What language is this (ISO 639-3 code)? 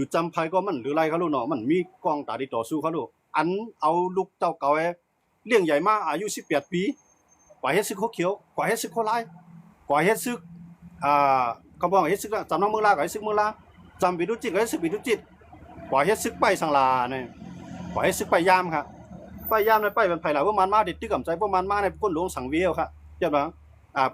shn